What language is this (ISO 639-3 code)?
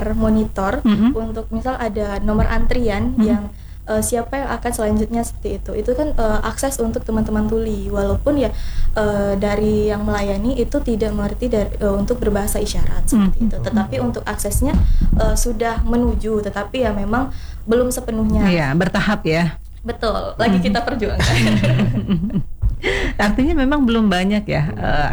ind